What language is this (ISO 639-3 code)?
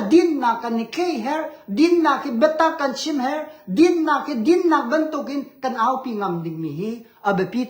cnh